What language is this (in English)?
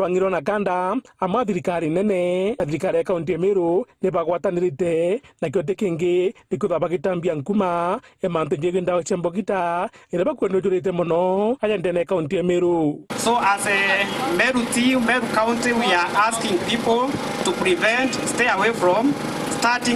Meru